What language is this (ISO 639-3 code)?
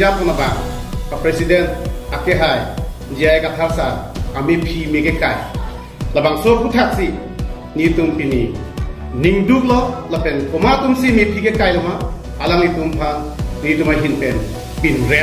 mjw